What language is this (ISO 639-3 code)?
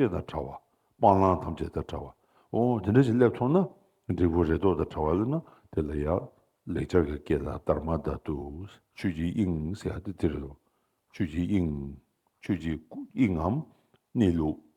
bod